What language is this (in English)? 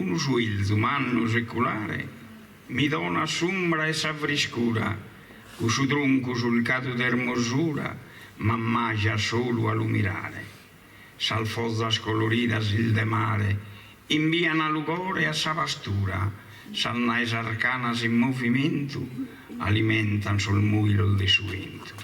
Sardinian